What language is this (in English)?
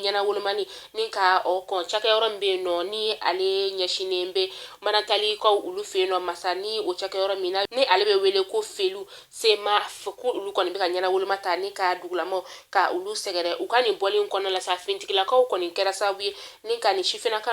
Bambara